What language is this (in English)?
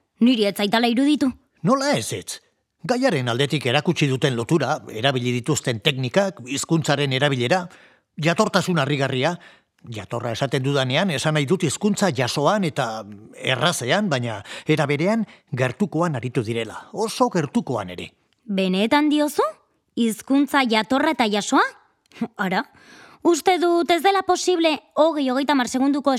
Basque